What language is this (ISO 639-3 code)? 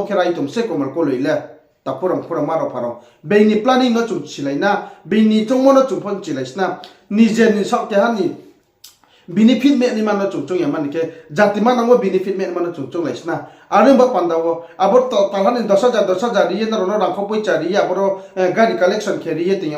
ria